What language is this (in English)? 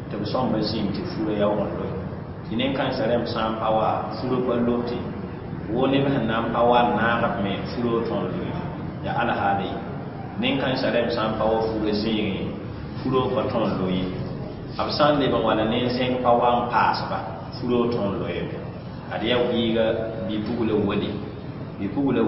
Mossi